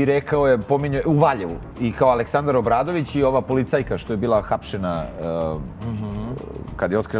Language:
Serbian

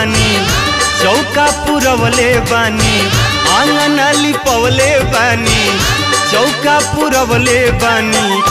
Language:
Bhojpuri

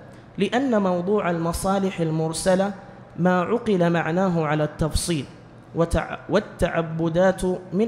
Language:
Arabic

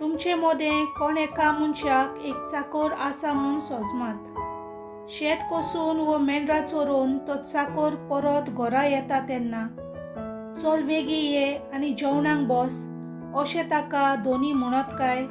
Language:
Konkani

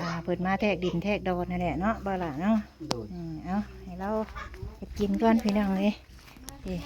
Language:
Northeastern Thai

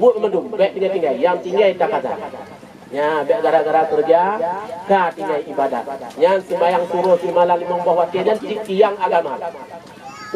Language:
Achinese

